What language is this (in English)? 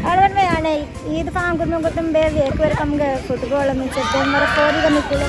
Divehi